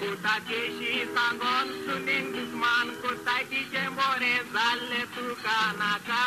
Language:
Konkani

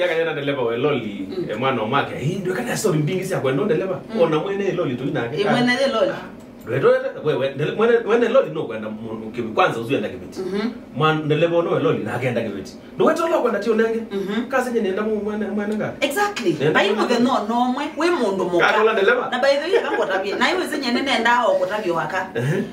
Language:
Kamba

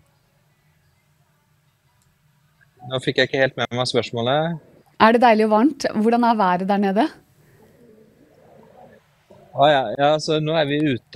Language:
Norwegian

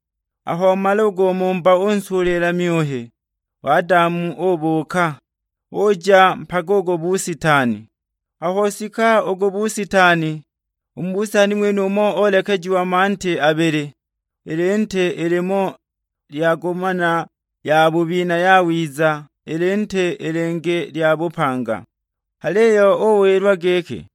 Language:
Sukuma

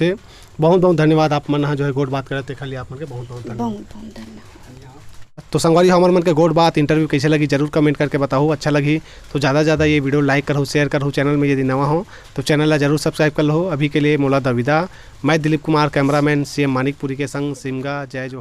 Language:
Chhattisgarhi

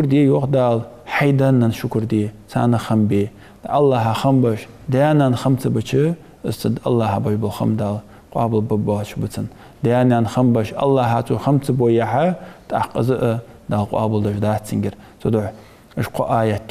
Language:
Ingush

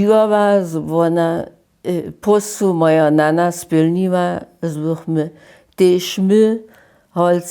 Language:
Upper Sorbian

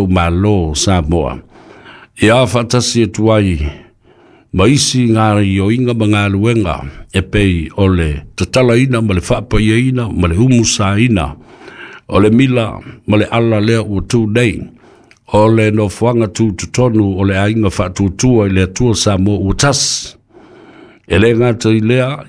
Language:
Samoan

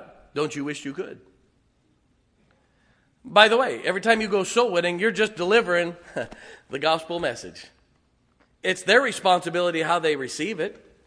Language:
English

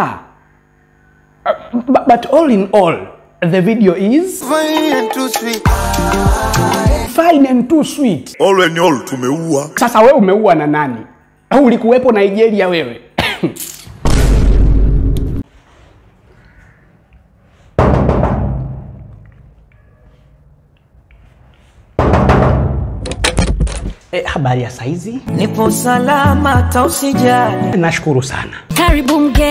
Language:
Swahili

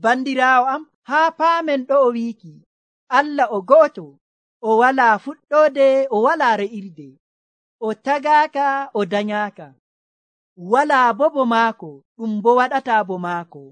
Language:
Nigerian Fulfulde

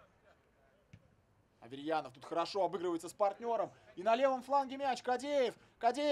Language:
Russian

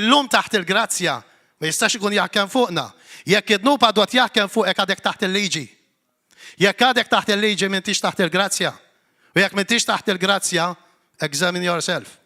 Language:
Maltese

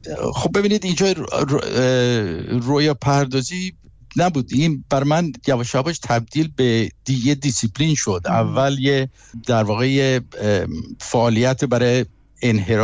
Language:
Persian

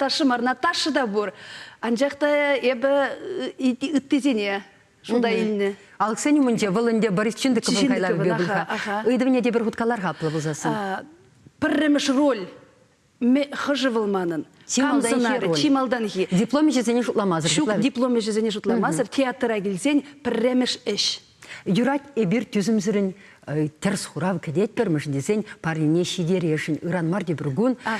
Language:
Chuvash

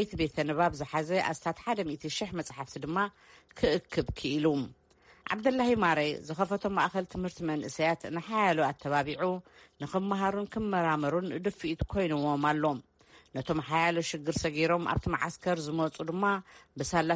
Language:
Tigrinya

